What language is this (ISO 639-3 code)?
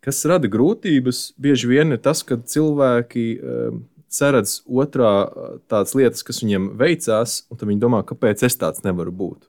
lav